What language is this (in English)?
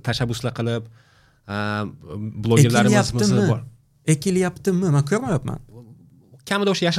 Uzbek